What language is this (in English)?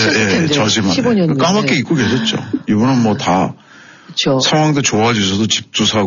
Korean